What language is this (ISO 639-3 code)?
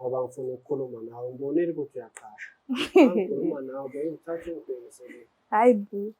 zul